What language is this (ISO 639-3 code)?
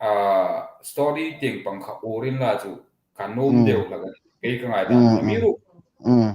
hmr